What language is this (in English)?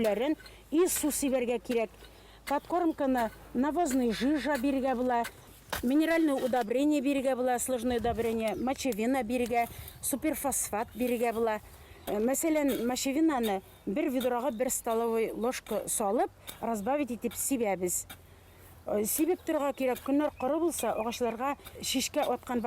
Bashkir